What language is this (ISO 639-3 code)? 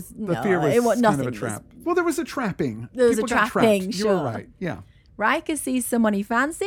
eng